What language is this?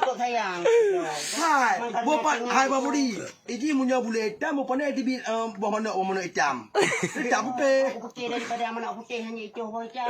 Achinese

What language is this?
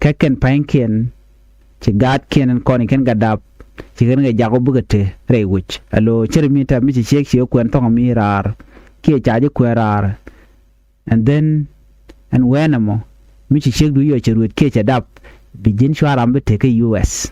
Nuer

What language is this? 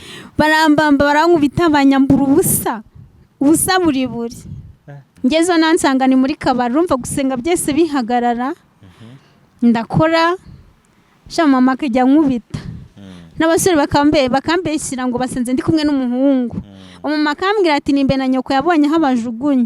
Kinyarwanda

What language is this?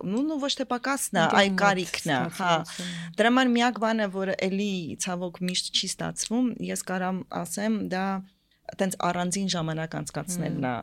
Armenian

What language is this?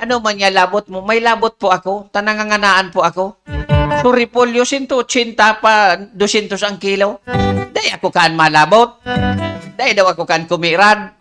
Bikol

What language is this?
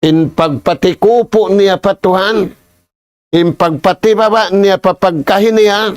Tausug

